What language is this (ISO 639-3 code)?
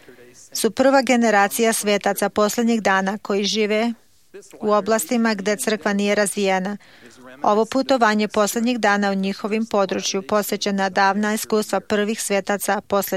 srp